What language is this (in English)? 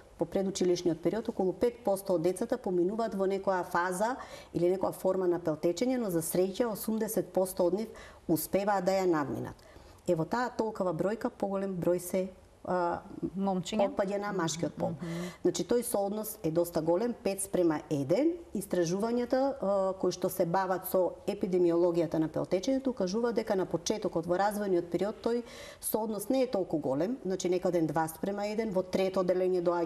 Macedonian